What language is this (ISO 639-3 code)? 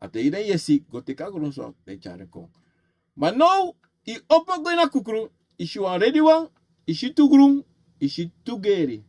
srn